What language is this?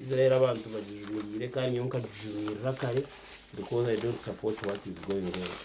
Nyankole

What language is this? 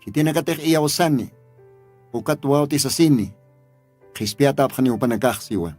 Aymara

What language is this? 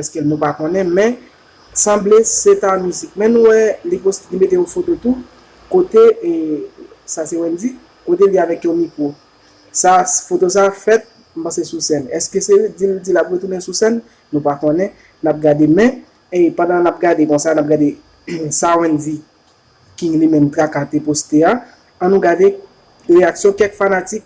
Haitian Creole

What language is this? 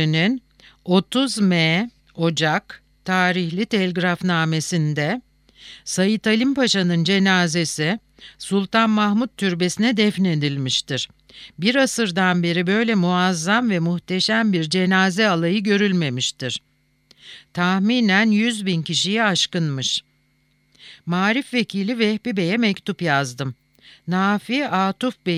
Turkish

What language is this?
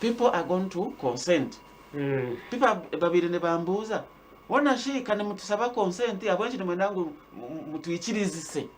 Nyankole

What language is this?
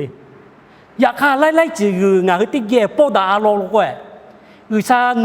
Lahu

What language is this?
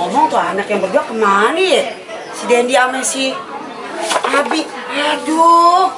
Betawi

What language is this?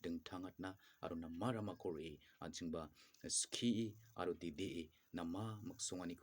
Garo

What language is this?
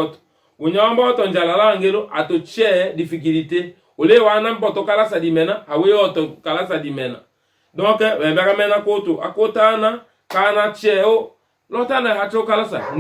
Tetela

